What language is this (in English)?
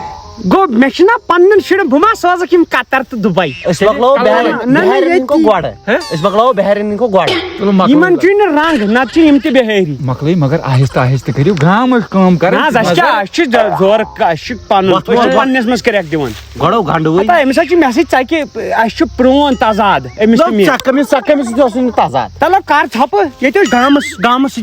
Kashmiri